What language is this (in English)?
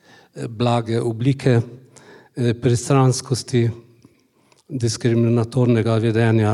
Slovenian